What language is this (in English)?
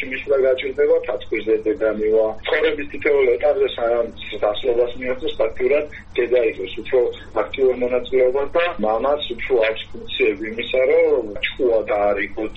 Georgian